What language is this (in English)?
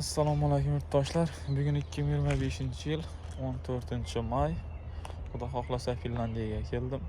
Uzbek